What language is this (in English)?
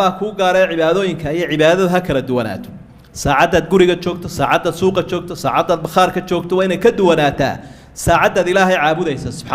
Somali